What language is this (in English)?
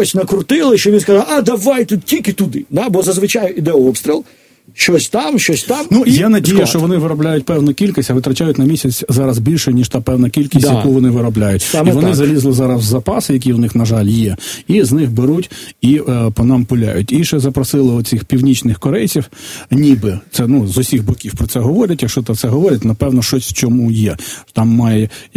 Ukrainian